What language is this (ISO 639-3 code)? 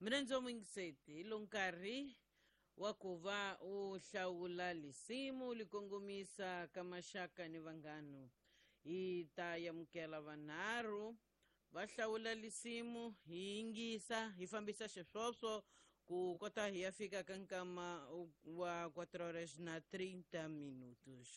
tso